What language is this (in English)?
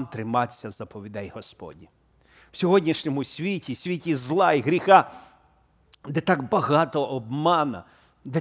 Ukrainian